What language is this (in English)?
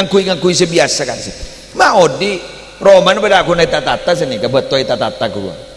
Madurese